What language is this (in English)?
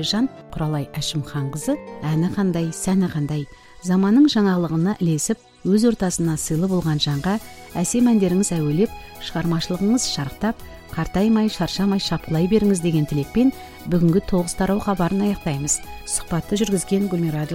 Kazakh